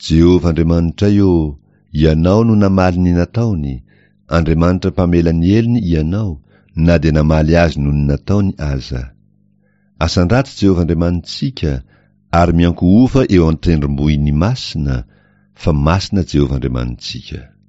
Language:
Malagasy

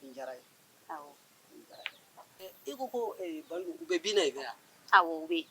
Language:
Bambara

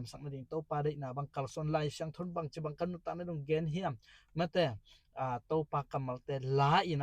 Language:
Tedim Chin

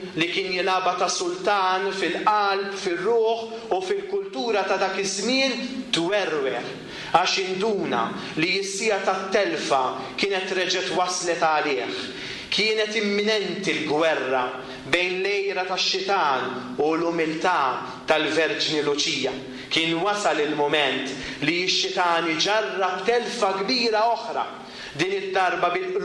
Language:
Maltese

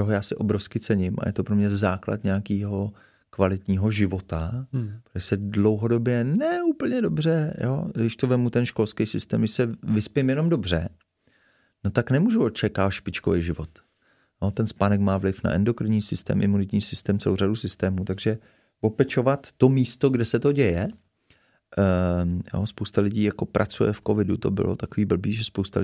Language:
Czech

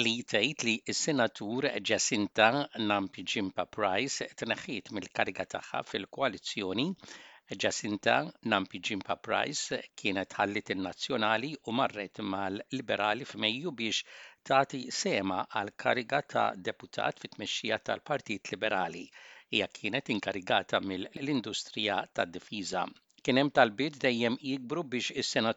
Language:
Maltese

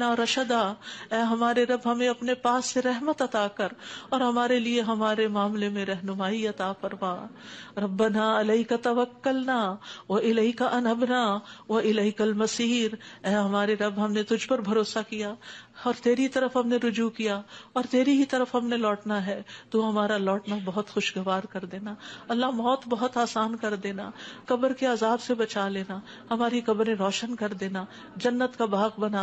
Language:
Urdu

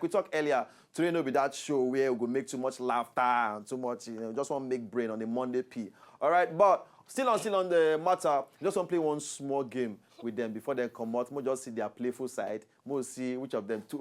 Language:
Nigerian Pidgin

